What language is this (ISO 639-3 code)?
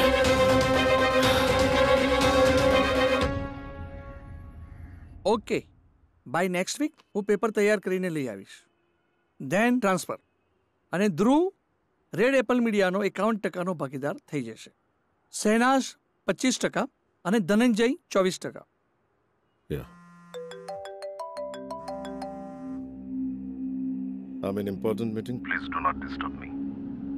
guj